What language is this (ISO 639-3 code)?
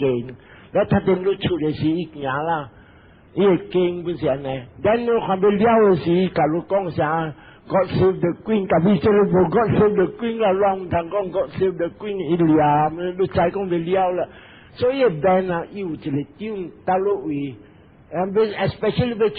nan